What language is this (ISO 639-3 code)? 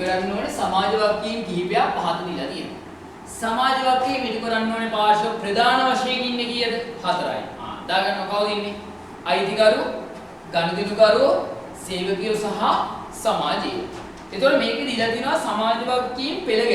sin